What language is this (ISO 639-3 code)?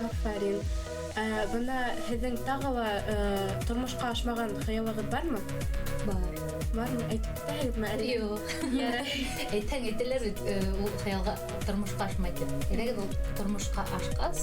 bak